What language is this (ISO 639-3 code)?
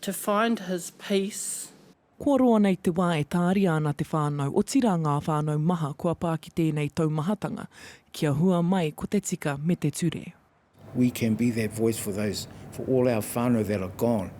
mri